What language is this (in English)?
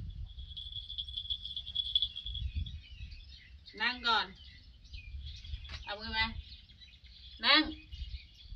Thai